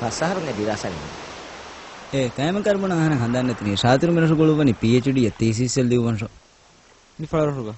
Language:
Divehi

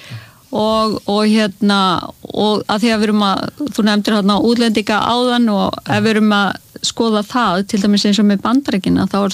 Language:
Icelandic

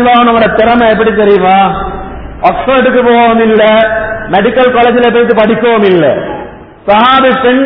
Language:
Tamil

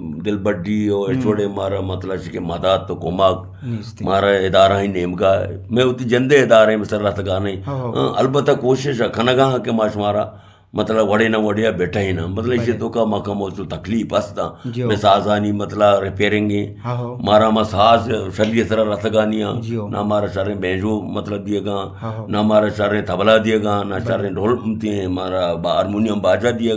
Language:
Eastern Balochi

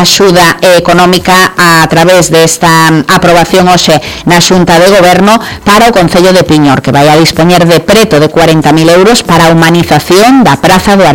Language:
Galician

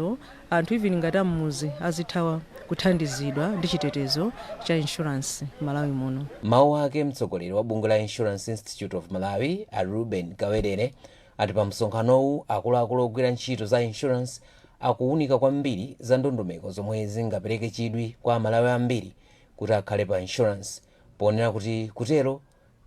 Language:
Nyanja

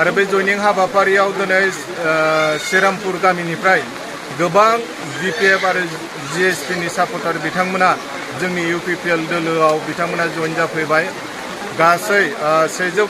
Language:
Bodo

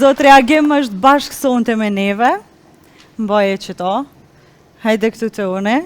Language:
Albanian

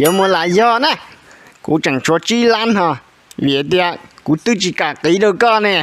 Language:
Hmong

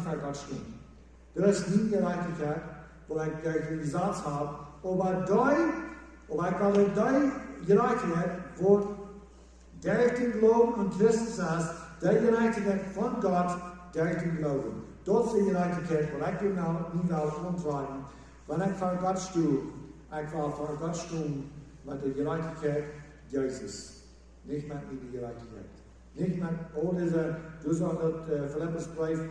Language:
Plautdietsch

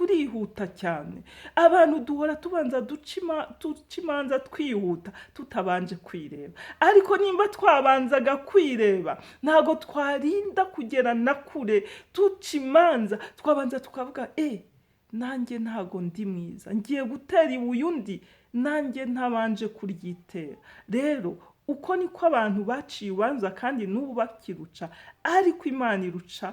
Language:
Kinyarwanda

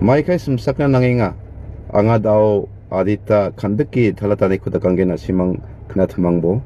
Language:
Garo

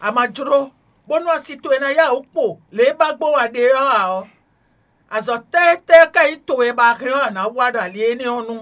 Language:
Fon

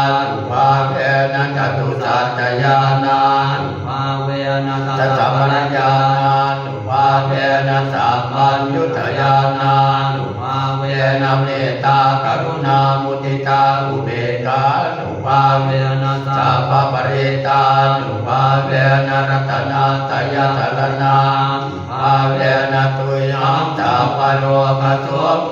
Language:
Pali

